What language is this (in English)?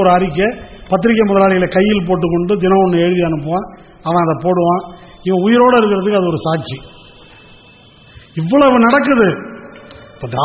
Tamil